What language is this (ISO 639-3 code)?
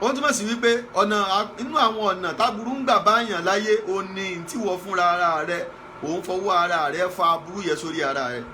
yor